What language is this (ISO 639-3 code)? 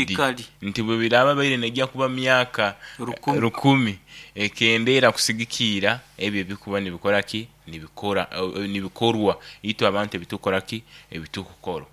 nyo